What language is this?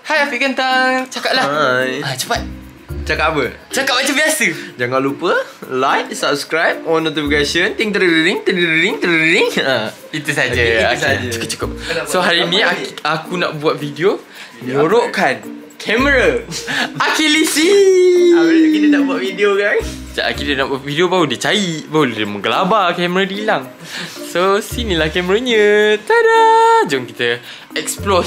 Malay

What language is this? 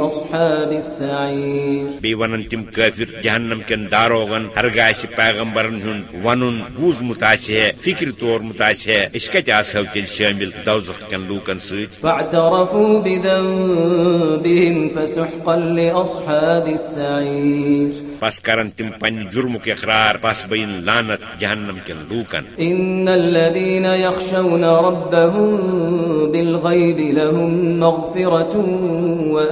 Kashmiri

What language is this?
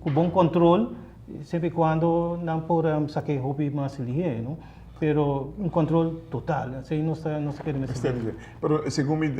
Papiamento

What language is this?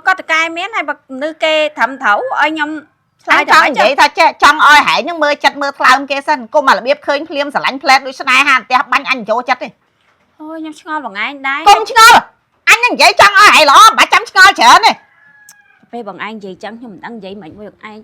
Khmer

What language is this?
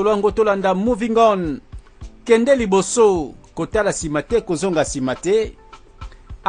Lingala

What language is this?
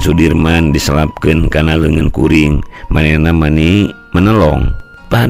Sundanese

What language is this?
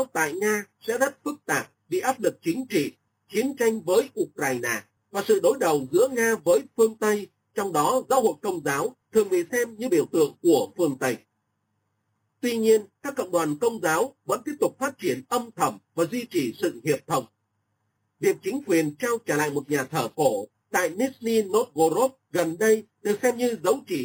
Vietnamese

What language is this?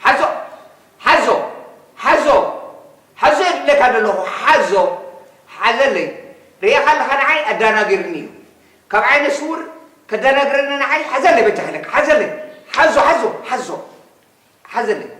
Tigrinya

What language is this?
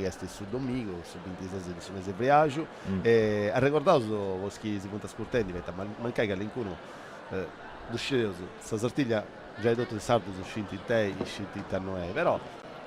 Sardinian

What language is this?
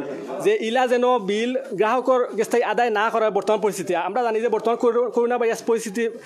Sylheti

